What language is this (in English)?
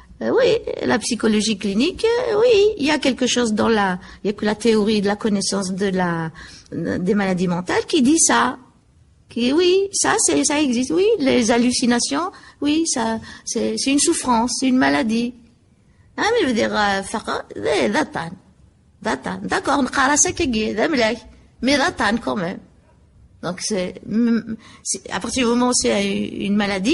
Kabyle